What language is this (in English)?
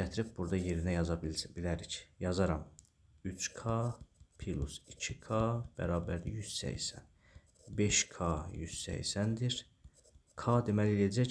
Azerbaijani